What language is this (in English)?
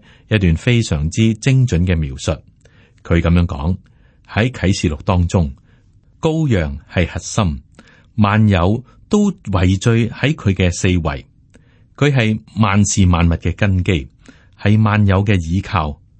Cantonese